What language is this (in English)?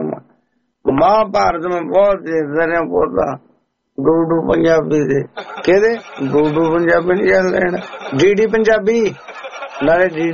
Punjabi